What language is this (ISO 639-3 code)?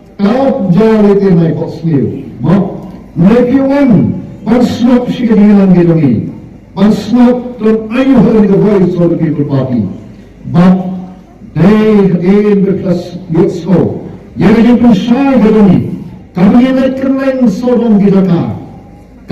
kha